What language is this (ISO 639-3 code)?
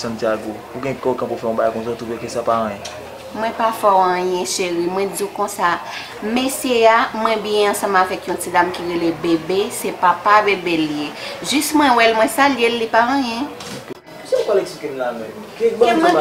hat